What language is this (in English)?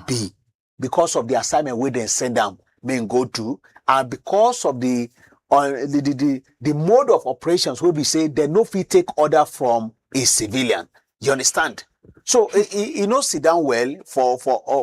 Nigerian Pidgin